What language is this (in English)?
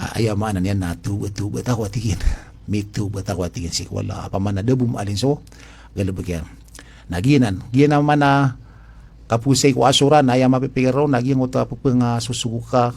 Maranao